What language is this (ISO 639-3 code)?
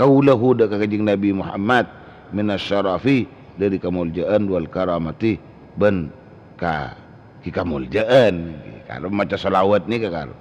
mad